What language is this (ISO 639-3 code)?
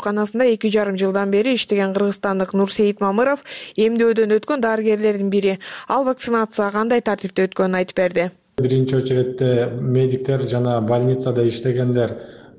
kir